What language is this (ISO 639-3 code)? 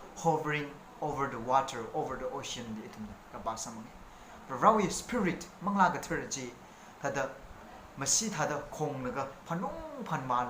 nmf